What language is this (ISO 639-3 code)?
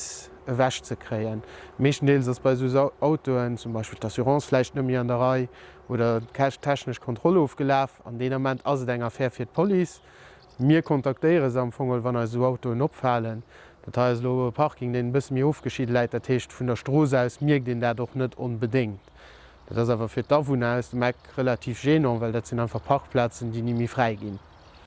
ltz